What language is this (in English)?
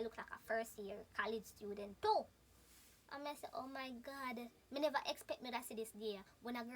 Jamaican Creole English